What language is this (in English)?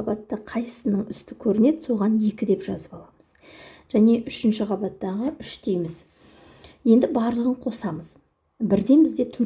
Kazakh